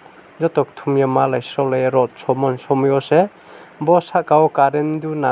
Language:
Riang (India)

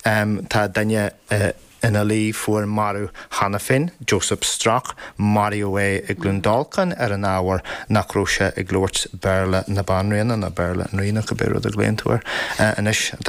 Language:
Irish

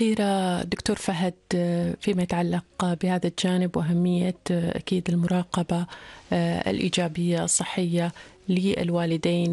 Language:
Arabic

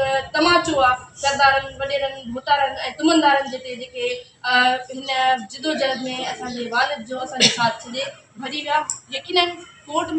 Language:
Sindhi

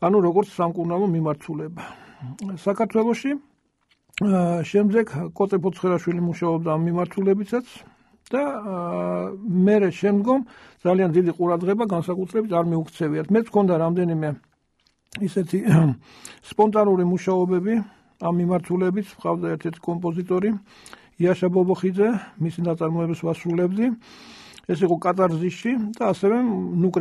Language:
Georgian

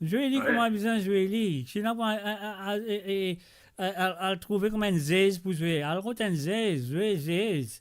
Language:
Morisyen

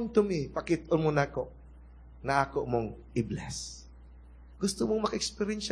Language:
Cebuano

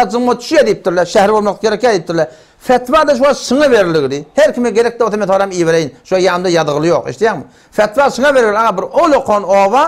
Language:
Turkmen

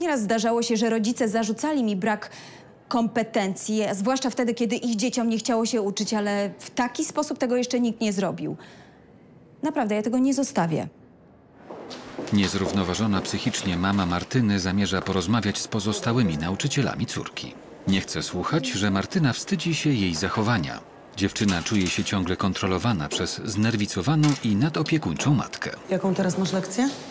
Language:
Polish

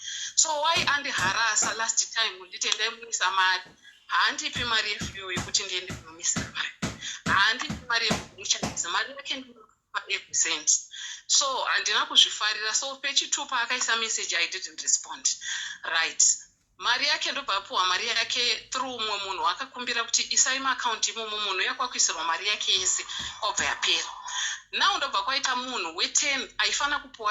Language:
Shona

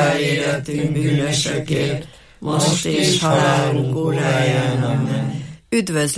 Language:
Hungarian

